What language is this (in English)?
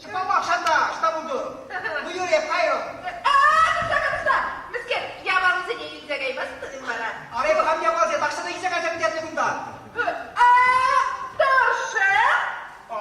Chuvash